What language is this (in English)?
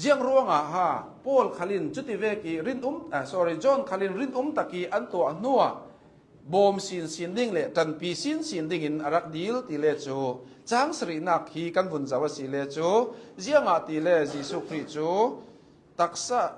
Hakha Chin